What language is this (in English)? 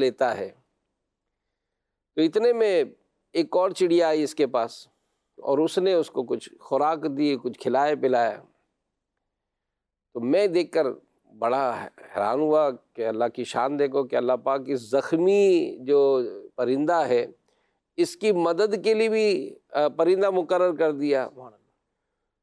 Urdu